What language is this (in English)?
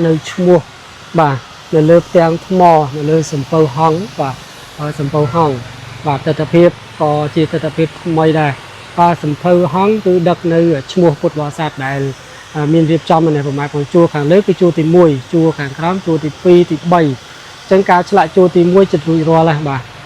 Khmer